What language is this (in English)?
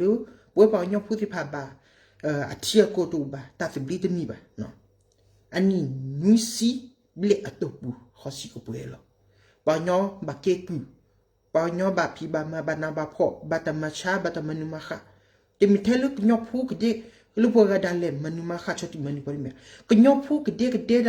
S'gaw Karen